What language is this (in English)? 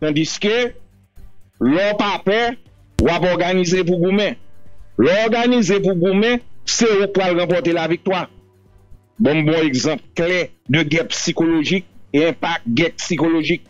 Haitian Creole